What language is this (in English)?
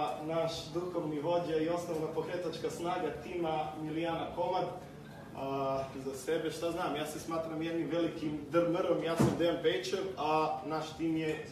Serbian